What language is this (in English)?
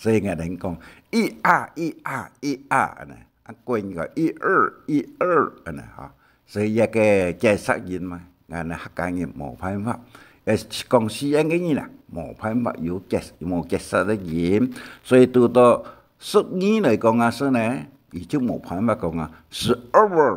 Hakka Chinese